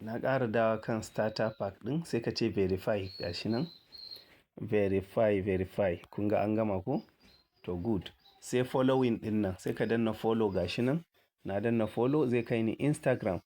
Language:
Hausa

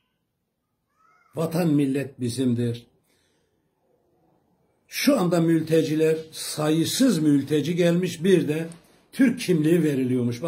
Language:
Turkish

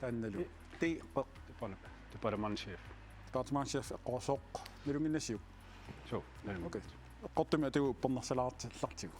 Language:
Kalaallisut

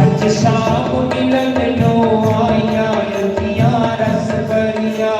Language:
Dogri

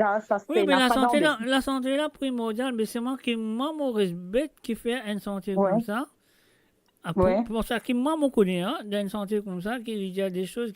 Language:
Morisyen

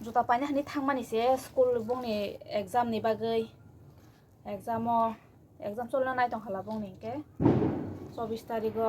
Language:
Kok Borok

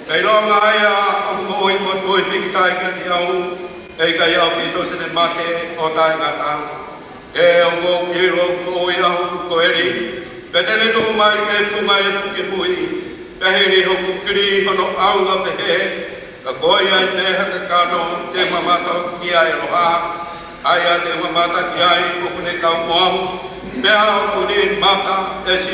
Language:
Tongan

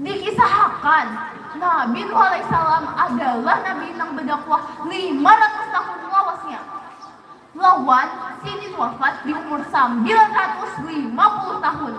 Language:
Banjar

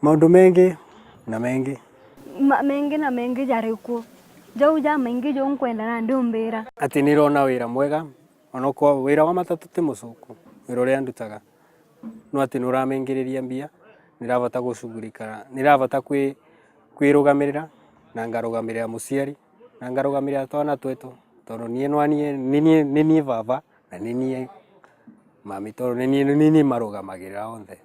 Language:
Meru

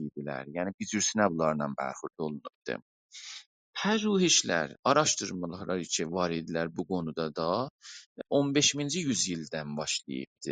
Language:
South Azerbaijani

